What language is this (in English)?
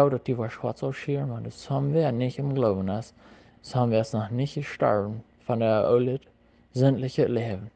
Plautdietsch